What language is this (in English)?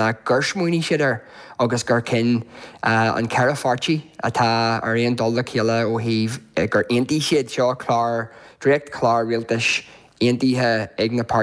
Irish